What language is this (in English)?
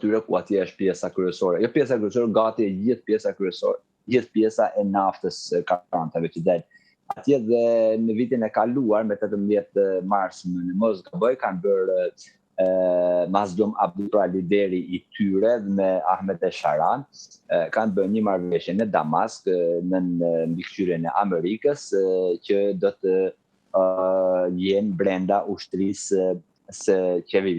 Albanian